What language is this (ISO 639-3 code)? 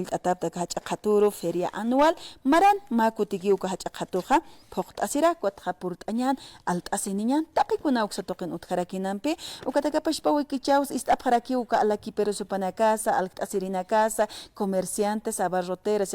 aym